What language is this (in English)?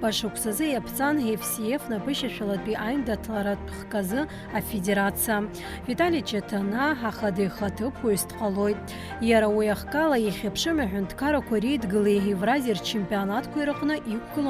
Abkhazian